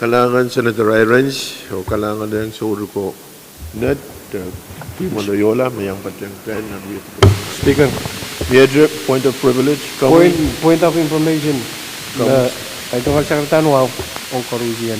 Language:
Pohnpeian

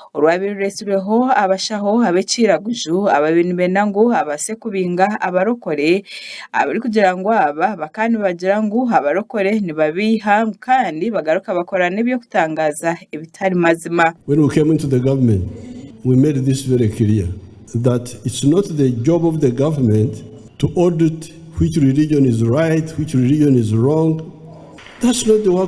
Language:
Nyankole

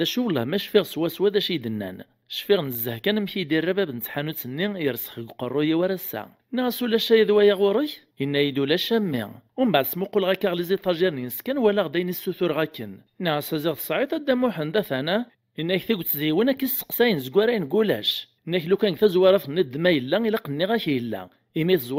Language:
Kabyle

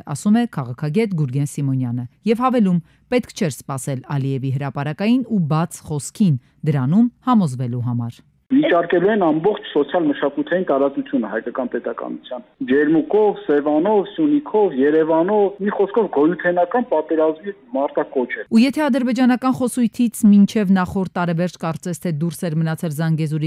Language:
Armenian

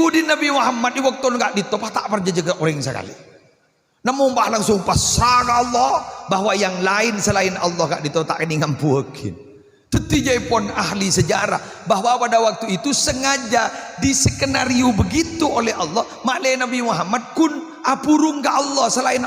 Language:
Madurese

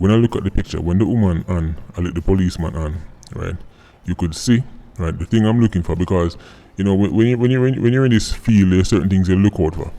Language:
Jamaican Creole English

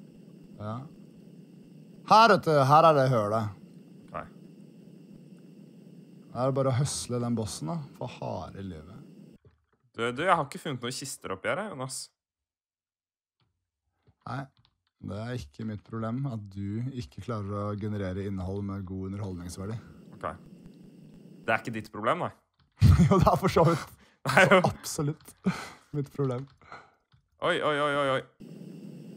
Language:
Norwegian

